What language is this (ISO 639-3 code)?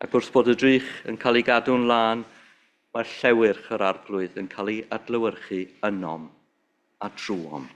cym